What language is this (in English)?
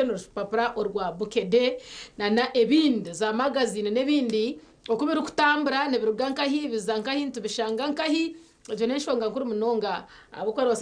Nyankole